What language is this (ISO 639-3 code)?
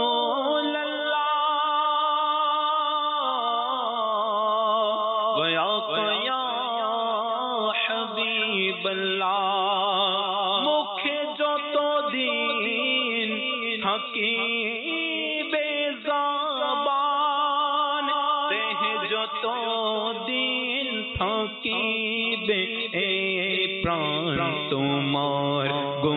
ben